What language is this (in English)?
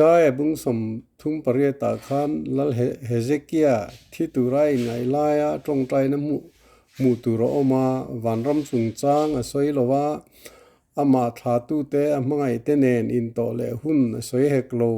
Mizo